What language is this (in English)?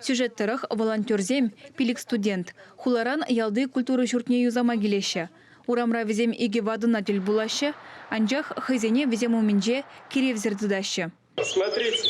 Chuvash